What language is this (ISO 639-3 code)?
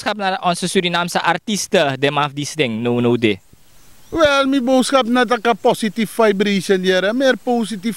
srn